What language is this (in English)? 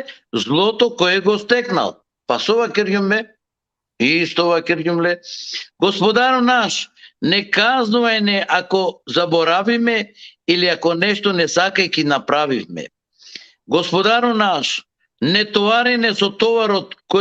Balkan Romani